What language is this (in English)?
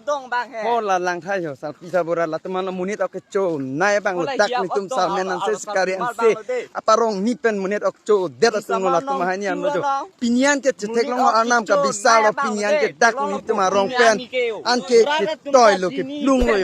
Karbi